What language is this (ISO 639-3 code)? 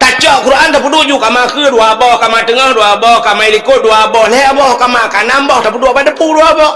ace